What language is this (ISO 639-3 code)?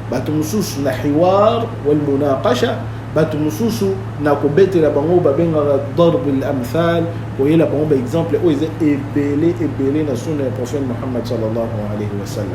lin